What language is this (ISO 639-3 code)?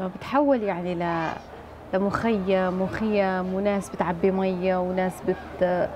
apc